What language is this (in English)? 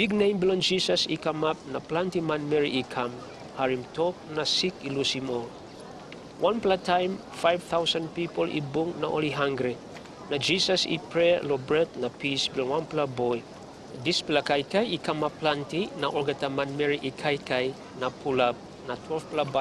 Tok Pisin